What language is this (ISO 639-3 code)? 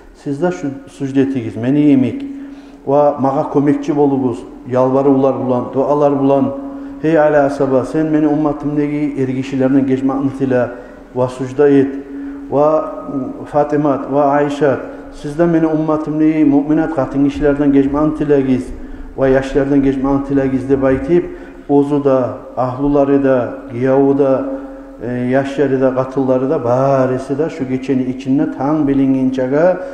kum